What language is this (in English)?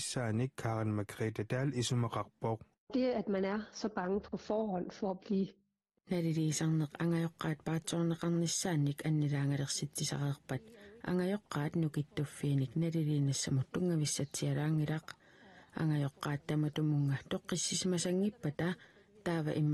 Kalaallisut